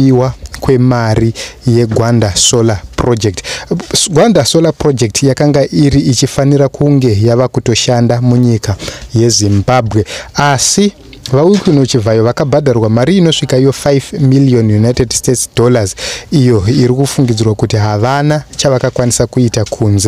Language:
Shona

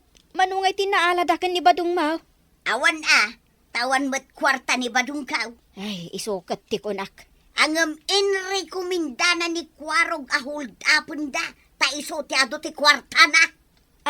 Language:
Iloko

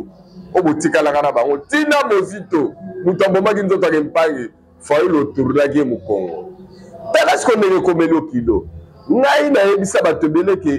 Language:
Lingala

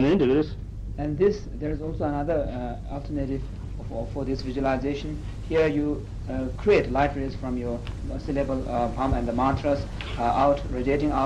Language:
Tibetan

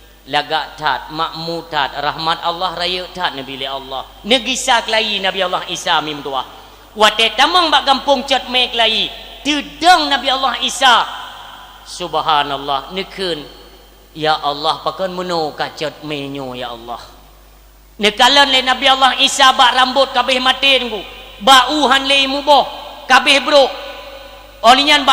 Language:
Achinese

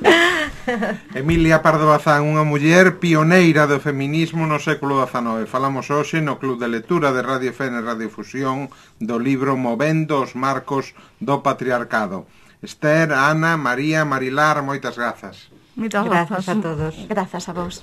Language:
Galician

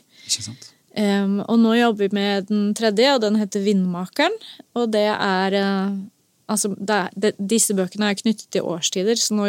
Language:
Norwegian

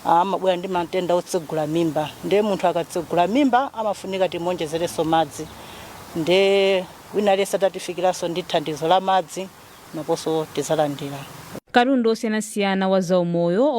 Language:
Nyanja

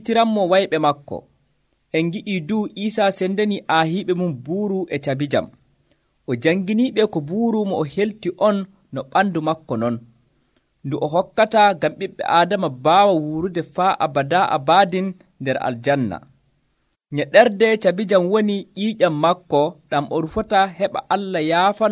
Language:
Nigerian Fulfulde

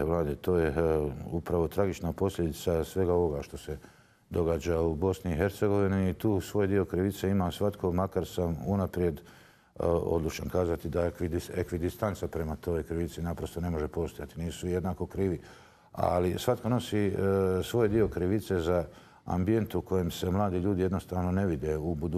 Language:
Bosnian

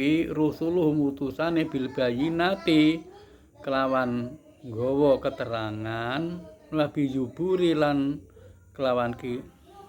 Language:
Javanese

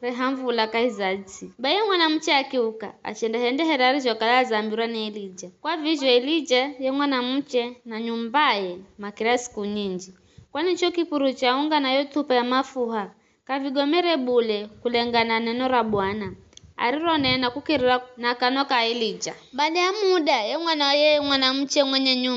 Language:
Giryama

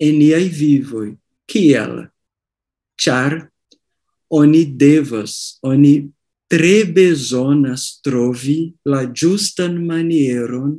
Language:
Esperanto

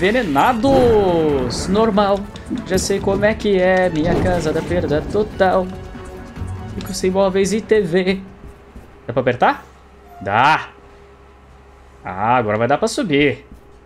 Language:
Portuguese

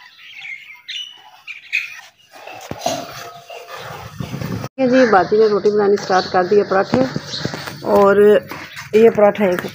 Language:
Hindi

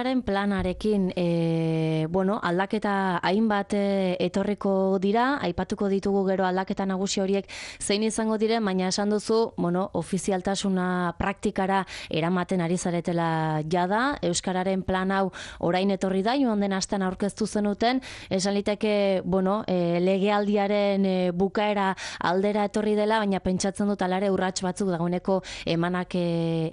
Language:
Basque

